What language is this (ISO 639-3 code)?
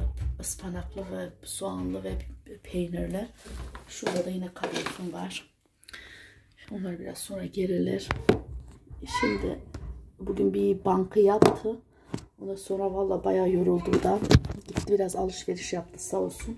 tur